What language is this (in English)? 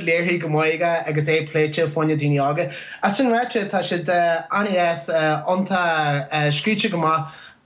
Irish